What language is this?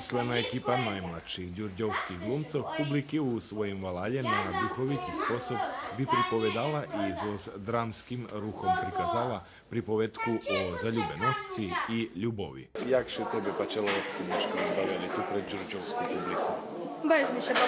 Rusyn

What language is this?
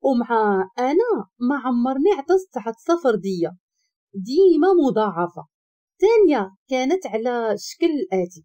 Moroccan Arabic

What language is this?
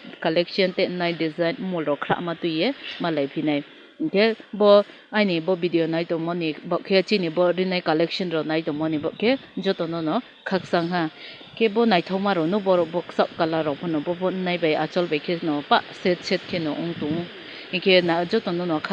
Kok Borok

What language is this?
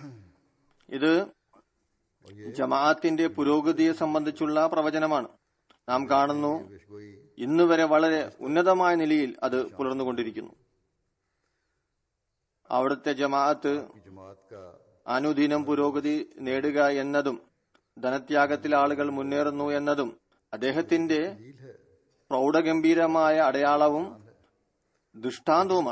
Malayalam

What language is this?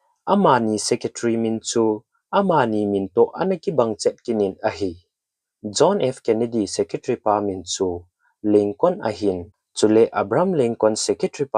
Thado Chin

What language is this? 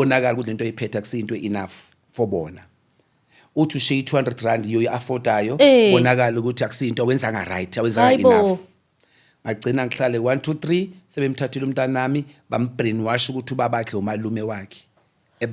Zulu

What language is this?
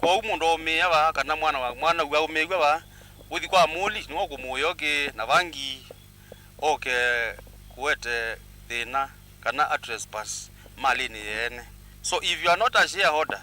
Kamba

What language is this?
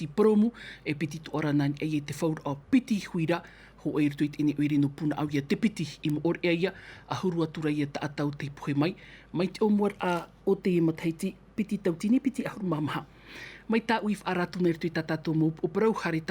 Tahitian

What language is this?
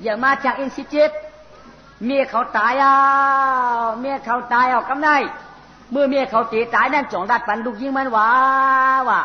Shan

